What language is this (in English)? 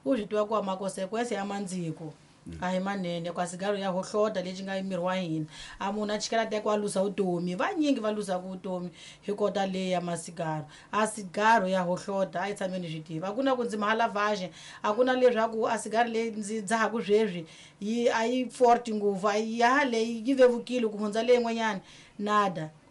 Tsonga